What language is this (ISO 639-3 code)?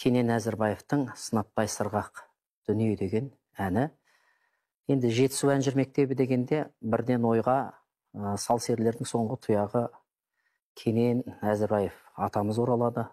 kaz